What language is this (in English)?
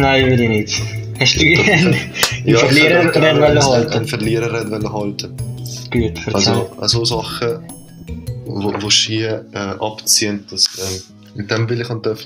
Swiss German